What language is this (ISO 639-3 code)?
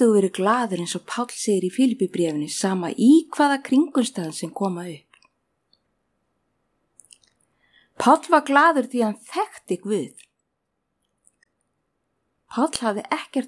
isl